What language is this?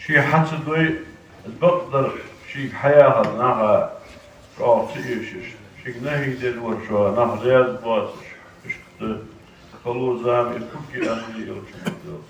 Ingush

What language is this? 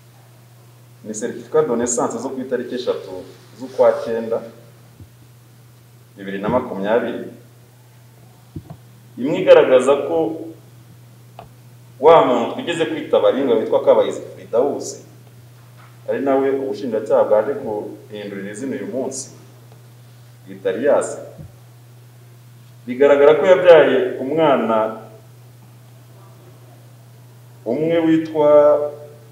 Kinyarwanda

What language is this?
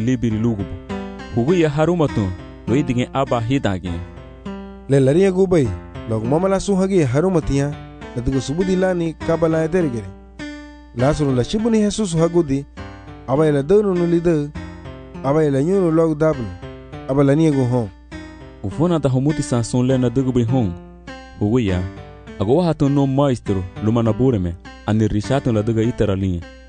Garifuna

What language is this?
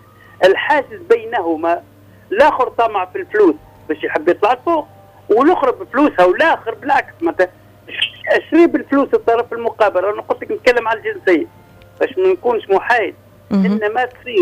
Tunisian Arabic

